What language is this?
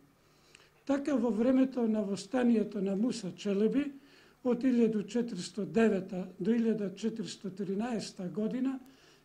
Macedonian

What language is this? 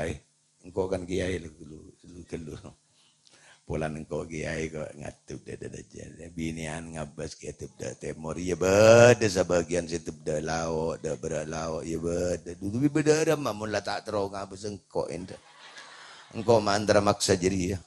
Madurese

